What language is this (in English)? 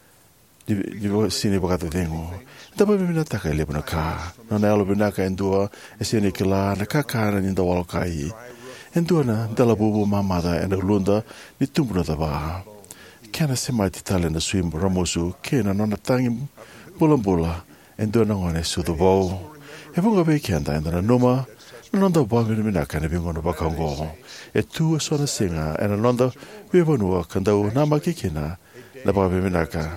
Fijian